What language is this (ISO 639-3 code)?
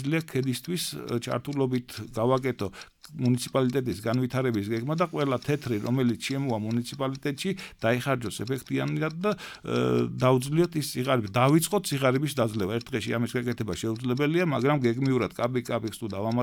kat